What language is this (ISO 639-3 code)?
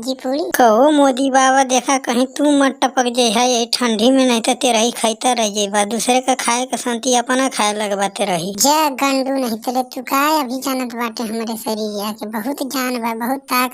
bho